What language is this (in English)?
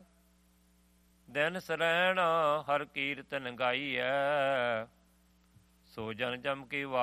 Punjabi